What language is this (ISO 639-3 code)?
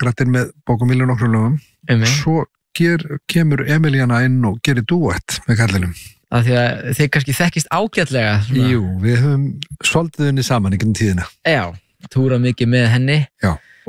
isl